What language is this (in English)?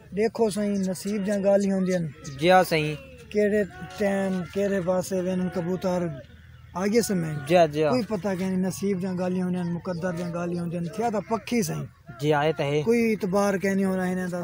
Saraiki